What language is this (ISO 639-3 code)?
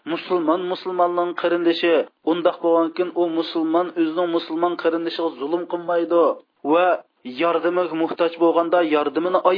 uig